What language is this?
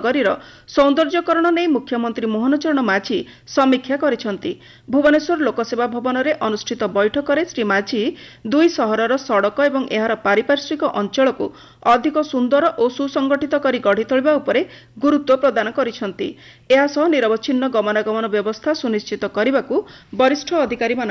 Odia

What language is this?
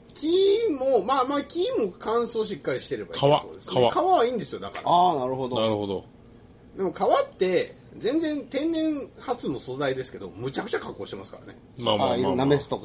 Japanese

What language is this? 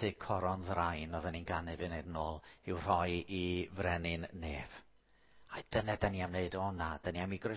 Welsh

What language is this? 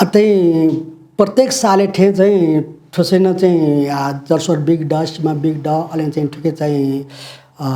Newari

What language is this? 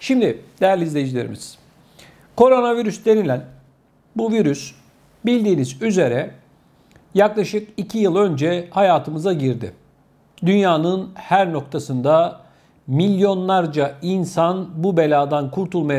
Turkish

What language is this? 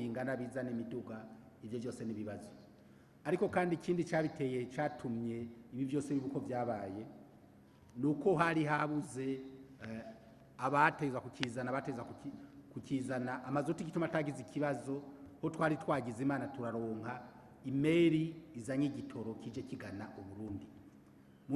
Rundi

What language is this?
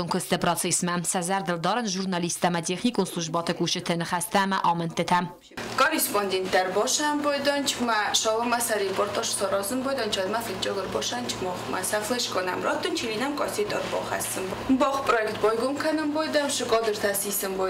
Ossetic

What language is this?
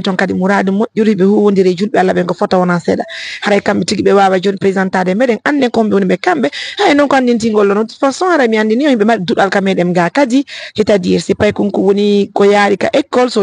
Fula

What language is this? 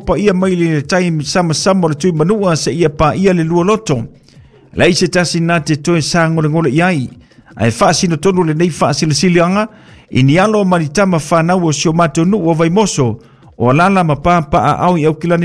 Samoan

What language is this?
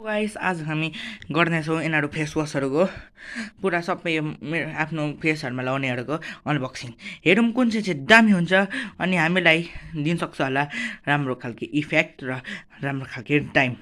Nepali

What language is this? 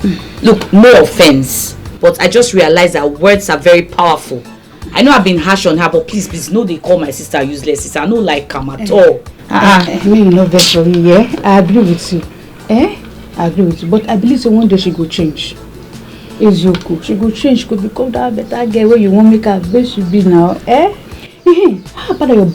Nigerian Pidgin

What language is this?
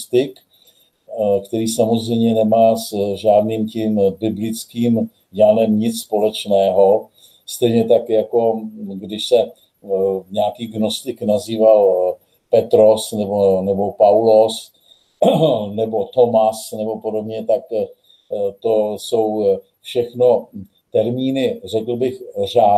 Czech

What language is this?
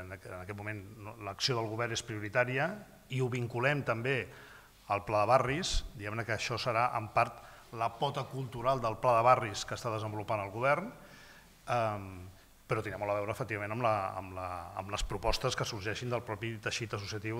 Catalan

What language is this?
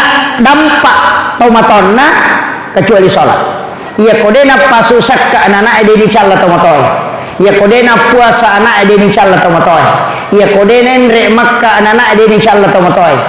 Buginese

